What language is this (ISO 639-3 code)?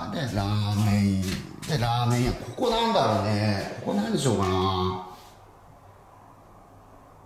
jpn